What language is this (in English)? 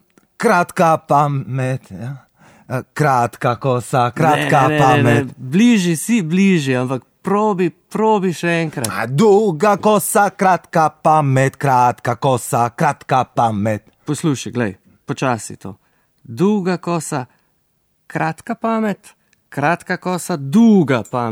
Slovenian